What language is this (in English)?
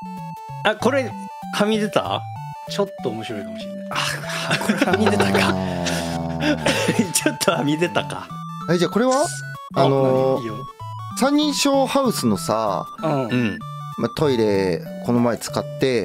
Japanese